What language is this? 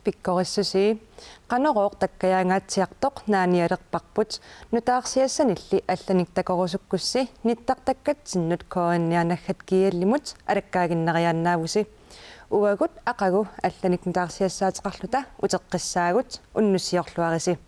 Kalaallisut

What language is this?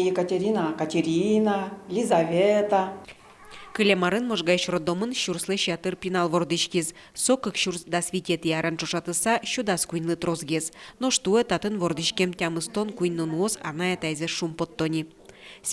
Udmurt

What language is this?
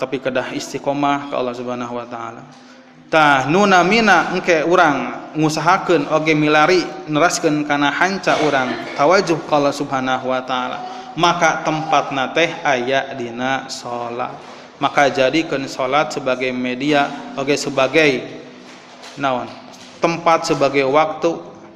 Sundanese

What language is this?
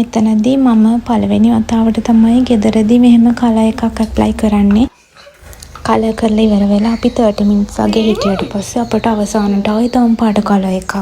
Sinhala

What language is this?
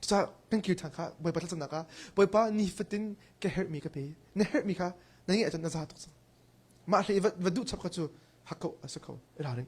Hakha Chin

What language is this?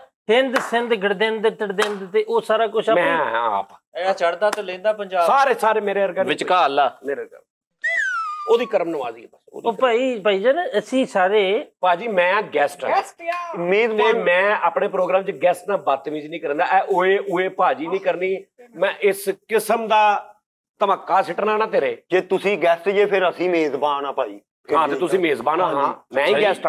Punjabi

